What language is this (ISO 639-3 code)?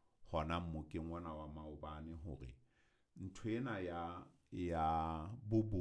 sot